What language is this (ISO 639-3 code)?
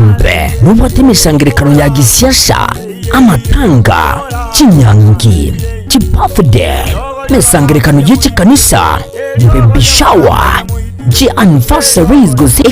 guz